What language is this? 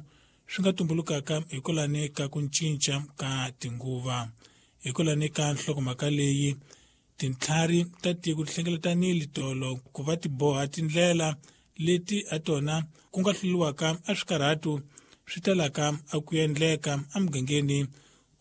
Tsonga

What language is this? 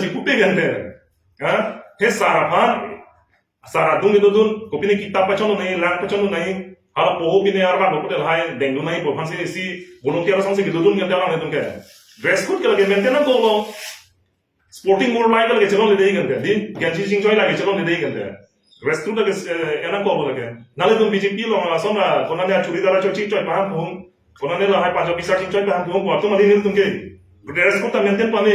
Karbi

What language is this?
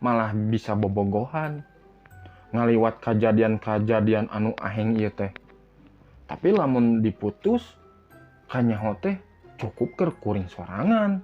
Sundanese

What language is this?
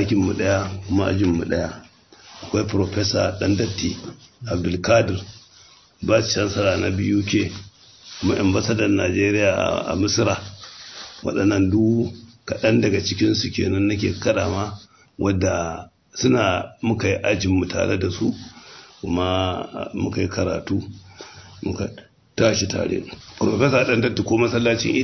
Hausa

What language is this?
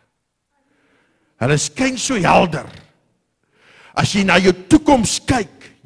Afrikaans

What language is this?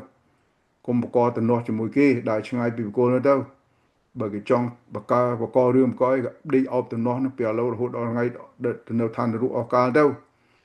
Khmer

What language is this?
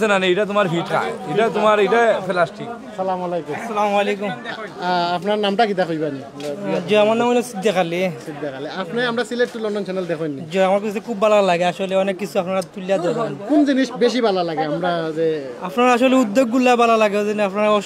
Sylheti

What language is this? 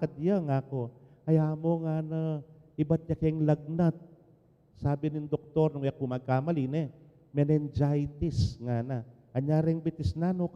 Pampanga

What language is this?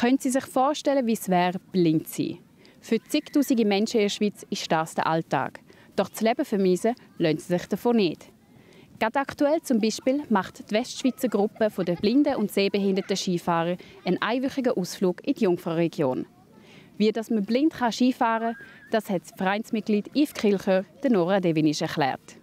Swiss German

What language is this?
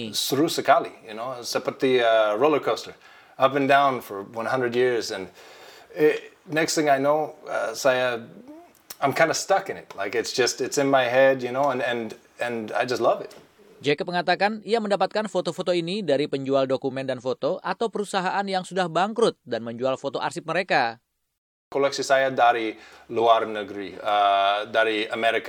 Indonesian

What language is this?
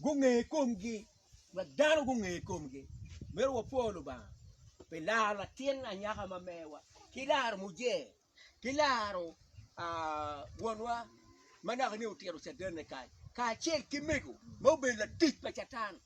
Acoli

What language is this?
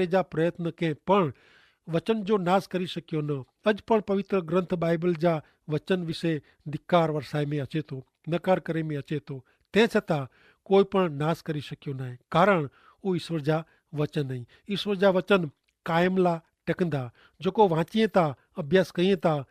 Kachhi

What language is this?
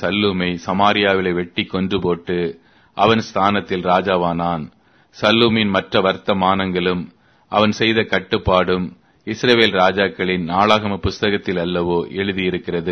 Tamil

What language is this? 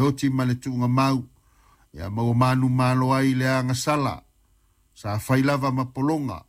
Samoan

